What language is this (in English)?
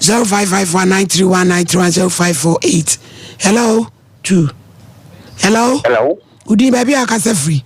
Akan